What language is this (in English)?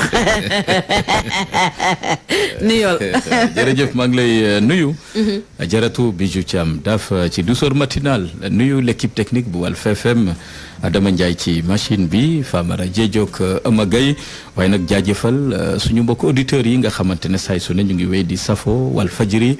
Wolof